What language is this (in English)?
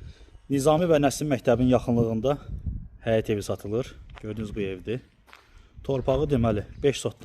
Azerbaijani